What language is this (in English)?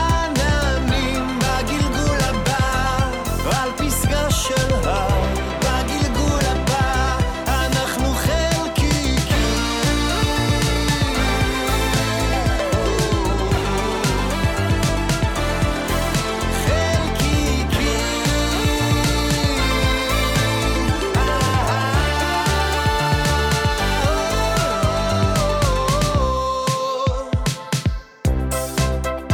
Hebrew